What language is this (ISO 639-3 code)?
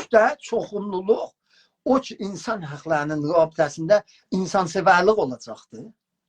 azb